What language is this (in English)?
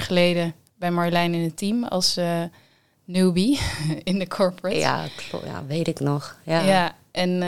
Dutch